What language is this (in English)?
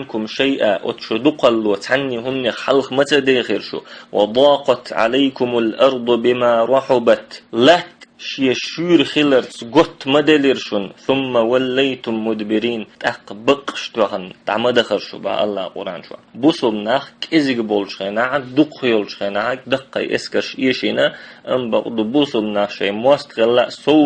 Chechen